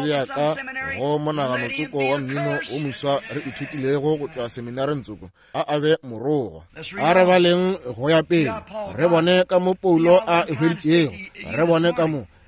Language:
Northern Sotho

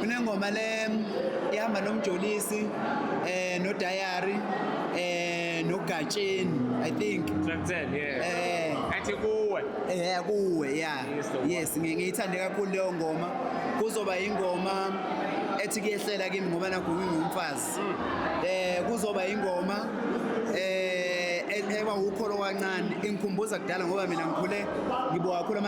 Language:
Zulu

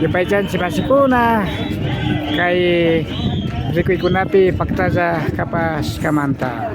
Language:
Imbabura Highland Quichua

